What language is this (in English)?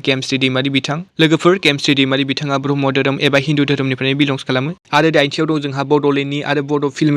Bodo